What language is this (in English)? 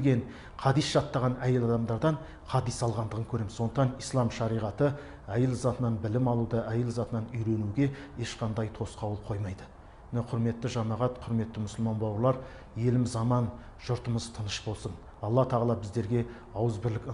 Kazakh